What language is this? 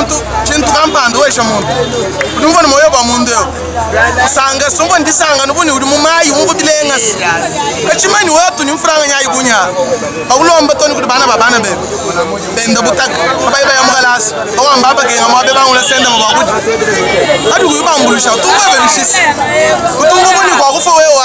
Luba-Lulua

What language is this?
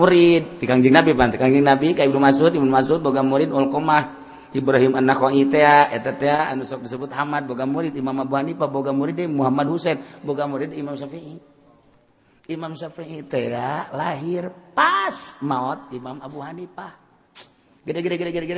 Sundanese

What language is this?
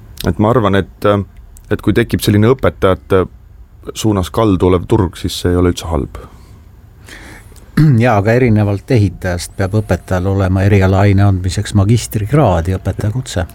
Estonian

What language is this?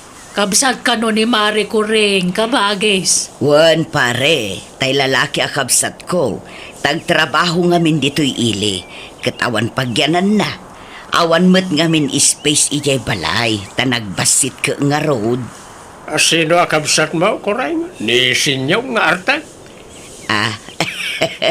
Iloko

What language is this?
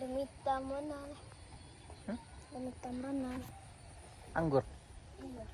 Minangkabau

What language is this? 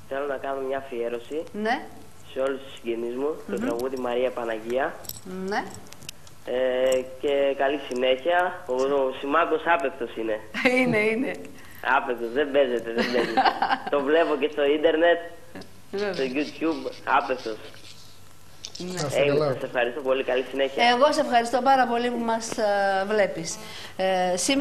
Greek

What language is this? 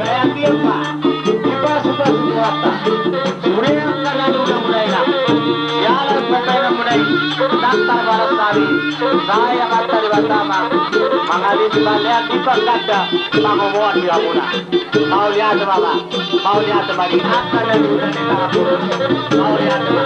Batak Toba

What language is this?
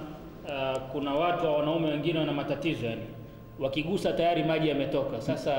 Swahili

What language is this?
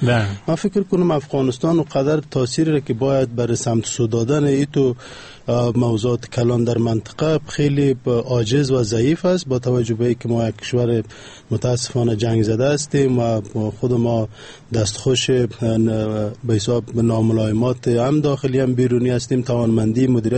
Persian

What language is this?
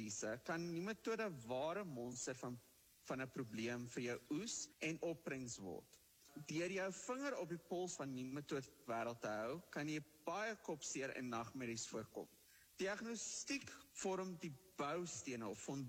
Afrikaans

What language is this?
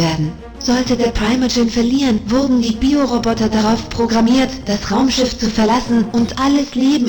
Bavarian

